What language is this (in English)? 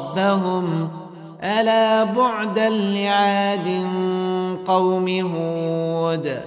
Arabic